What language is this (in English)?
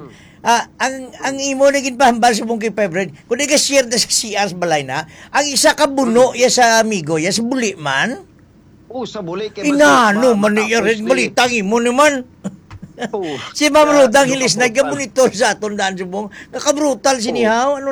Hiligaynon